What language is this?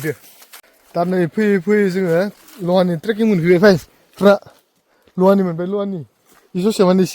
Bodo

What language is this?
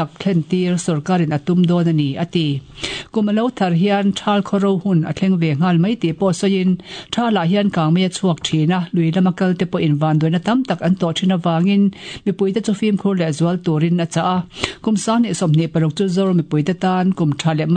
Mizo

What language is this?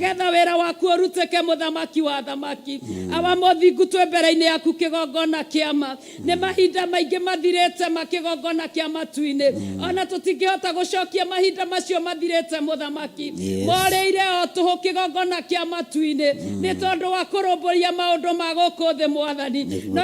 Kikuyu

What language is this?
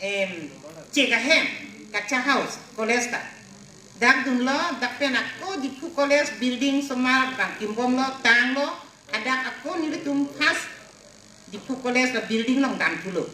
Karbi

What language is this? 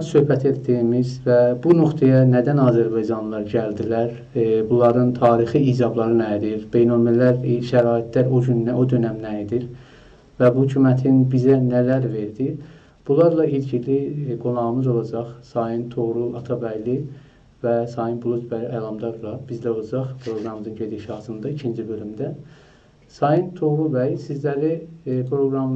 South Azerbaijani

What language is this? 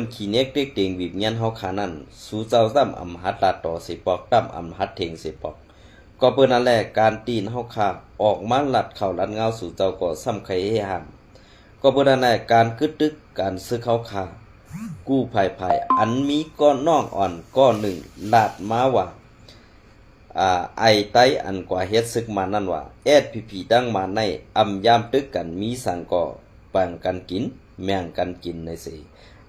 Shan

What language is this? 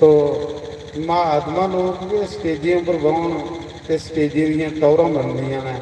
Dogri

